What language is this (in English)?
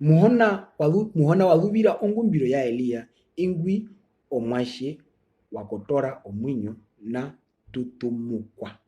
Herero